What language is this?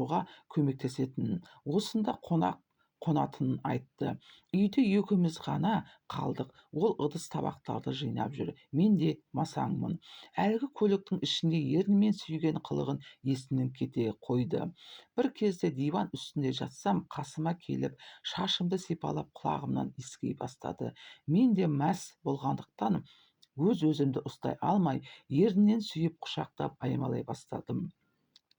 Kazakh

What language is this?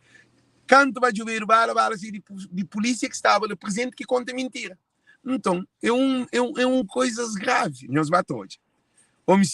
Kabuverdianu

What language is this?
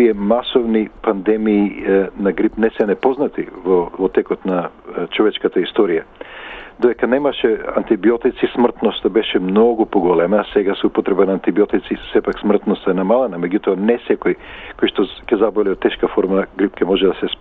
Macedonian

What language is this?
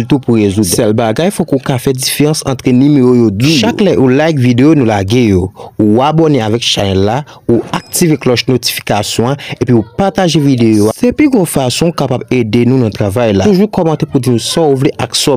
Haitian Creole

